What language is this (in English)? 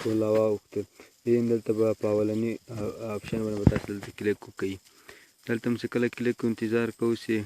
Pashto